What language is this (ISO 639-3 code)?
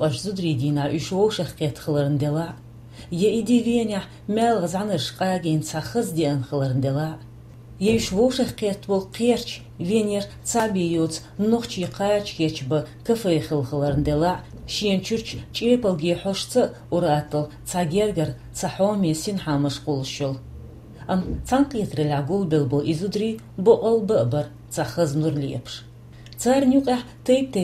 che